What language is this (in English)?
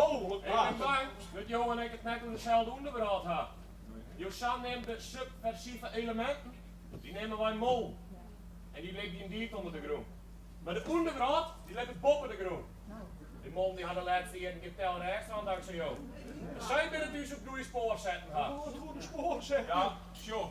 Western Frisian